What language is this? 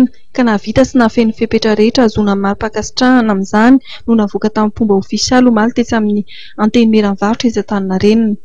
Malagasy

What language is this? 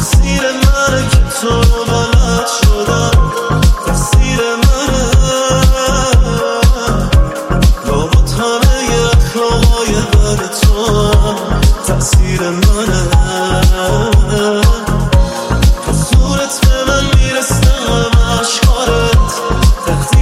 Persian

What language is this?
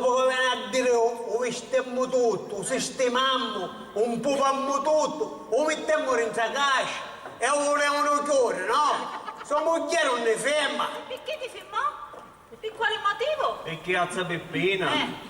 Sicilian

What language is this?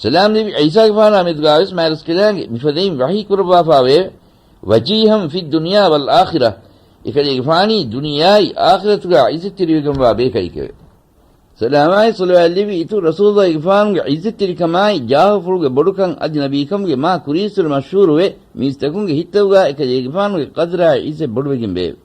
Divehi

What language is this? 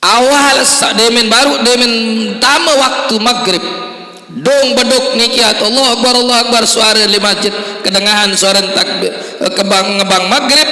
Sasak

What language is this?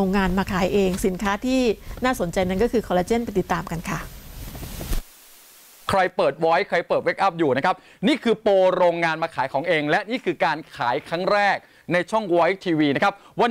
Thai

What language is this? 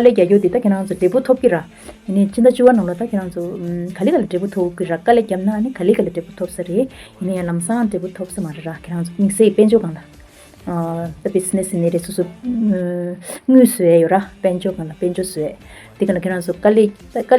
Tibetan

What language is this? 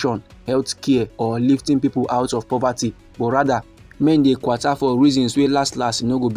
Nigerian Pidgin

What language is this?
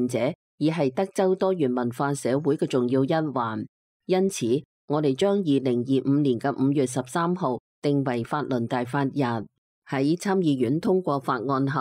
Cantonese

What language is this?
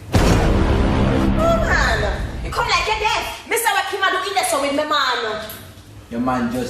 Jamaican Creole English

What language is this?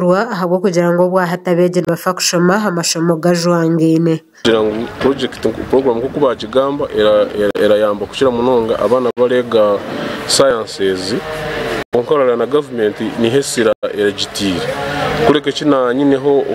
Nyankole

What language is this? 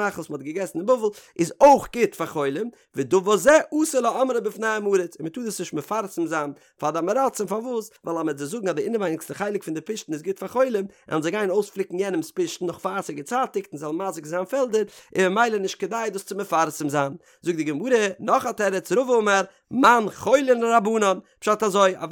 Yiddish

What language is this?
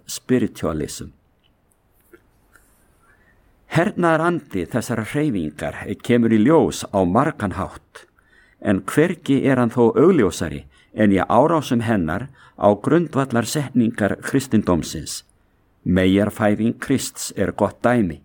Icelandic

